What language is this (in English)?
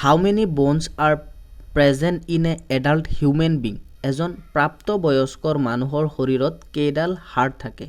Assamese